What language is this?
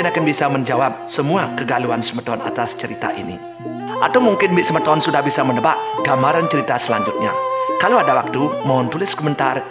Balinese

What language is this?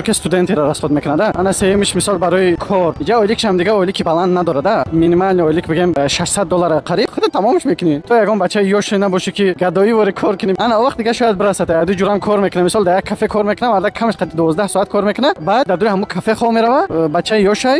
Tajik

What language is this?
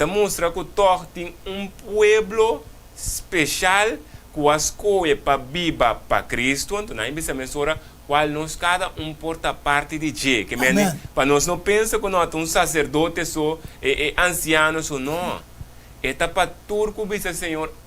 Papiamento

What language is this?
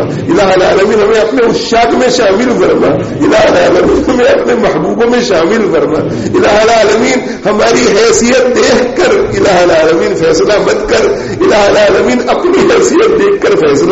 Urdu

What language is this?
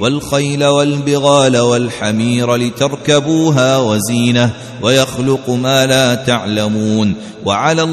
Arabic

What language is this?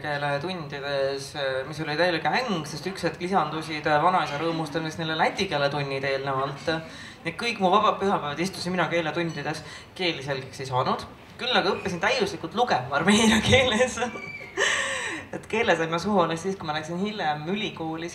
Estonian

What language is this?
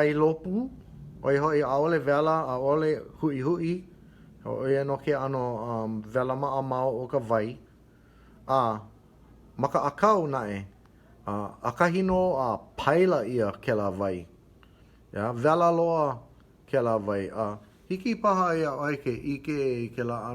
Hawaiian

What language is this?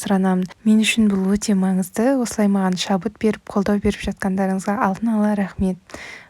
Kazakh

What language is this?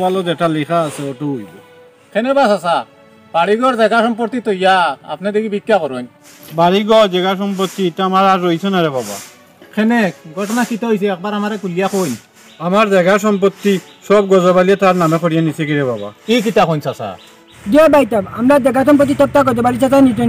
Sylheti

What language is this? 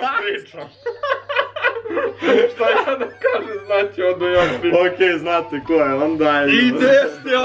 Serbian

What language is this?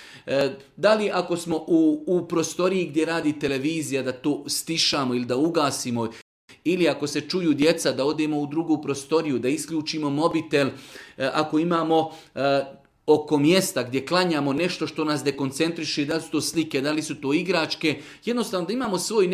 Bosnian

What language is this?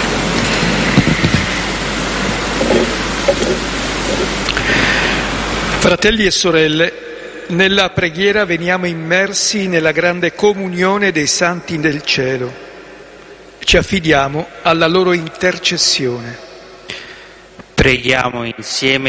Italian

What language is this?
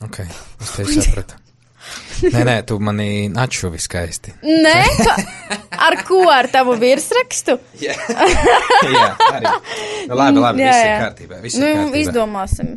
Latvian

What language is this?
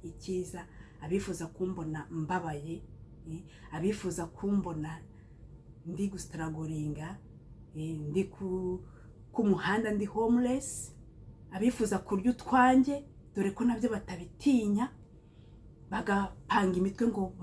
Kinyarwanda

